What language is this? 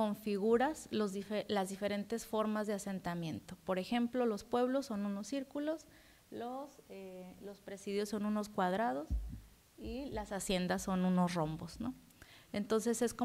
Spanish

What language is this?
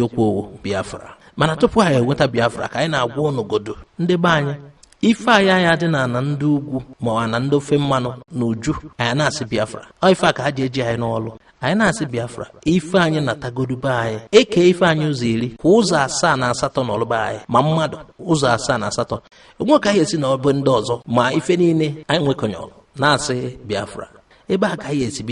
Igbo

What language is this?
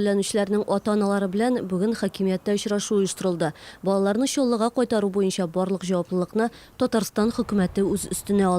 Tatar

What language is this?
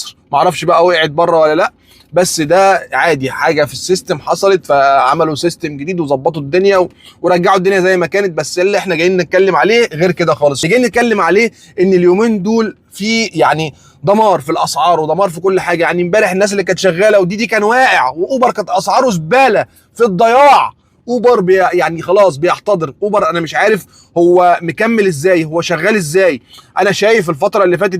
Egyptian Arabic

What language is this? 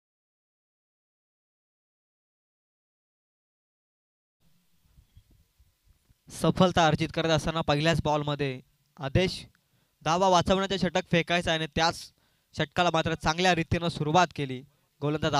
Marathi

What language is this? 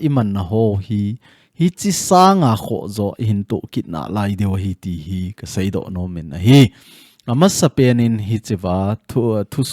Thado Chin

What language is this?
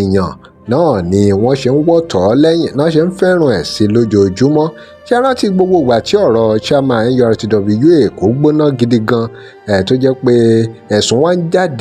Yoruba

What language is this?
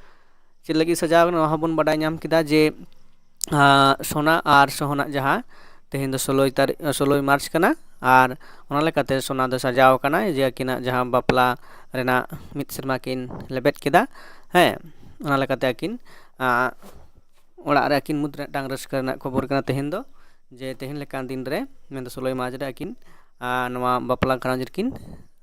Santali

